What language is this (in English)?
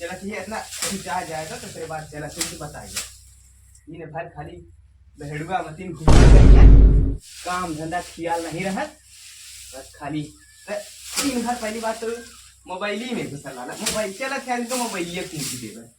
Awadhi